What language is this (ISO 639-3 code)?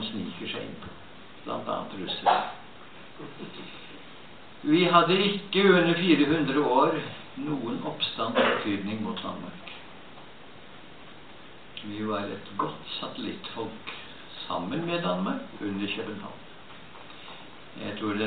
nor